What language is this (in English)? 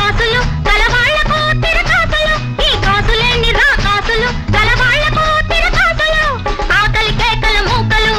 Telugu